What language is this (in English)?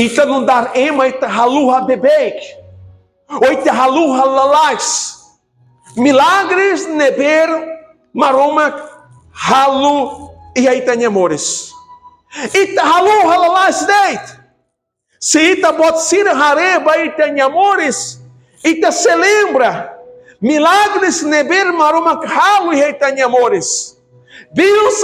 Tetum